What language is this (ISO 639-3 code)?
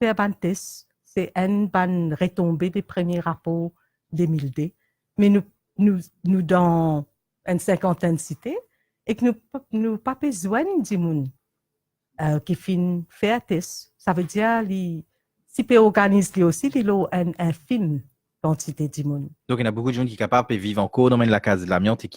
mfe